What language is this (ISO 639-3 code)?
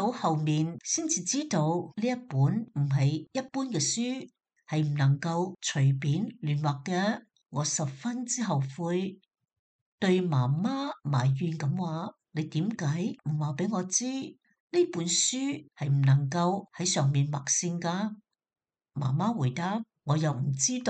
yue